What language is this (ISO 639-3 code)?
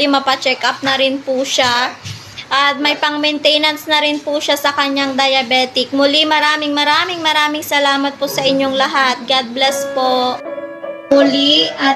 fil